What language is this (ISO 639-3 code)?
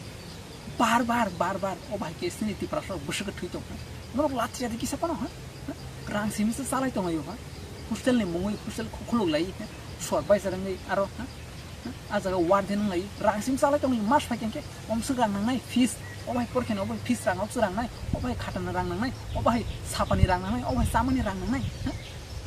trp